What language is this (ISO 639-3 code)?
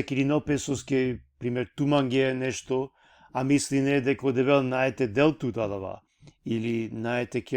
rmn